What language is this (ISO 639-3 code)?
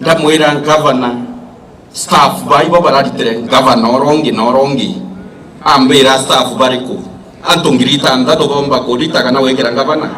mer